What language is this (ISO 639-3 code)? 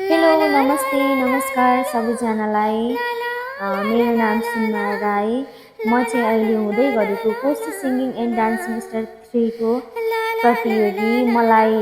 nep